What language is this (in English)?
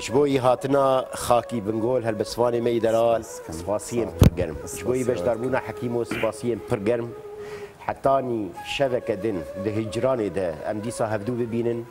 Kurdish